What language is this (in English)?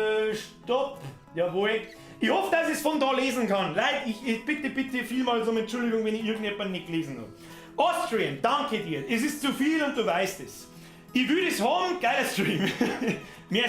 Bavarian